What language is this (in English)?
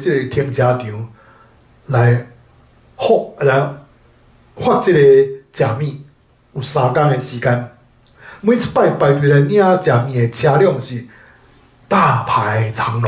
Min Nan Chinese